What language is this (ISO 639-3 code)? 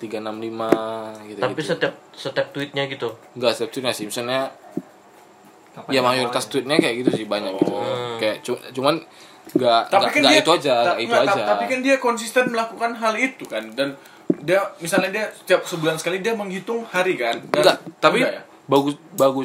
ind